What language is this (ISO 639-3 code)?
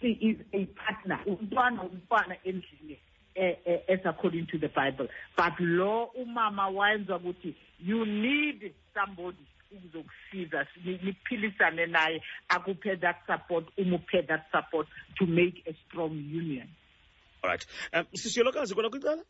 xho